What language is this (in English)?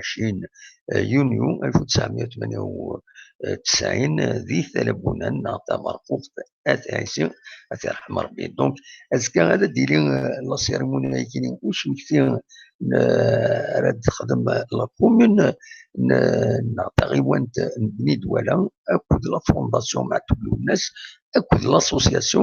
Kabyle